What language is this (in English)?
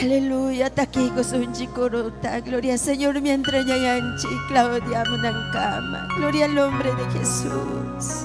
Ayacucho Quechua